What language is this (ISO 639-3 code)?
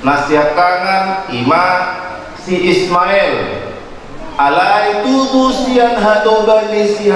bbc